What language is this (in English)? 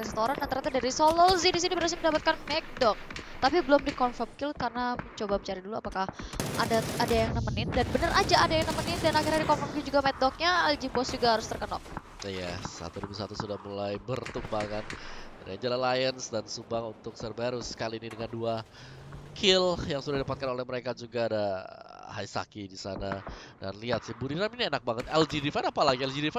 Indonesian